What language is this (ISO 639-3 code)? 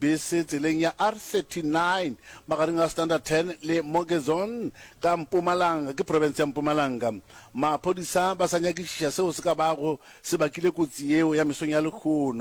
nso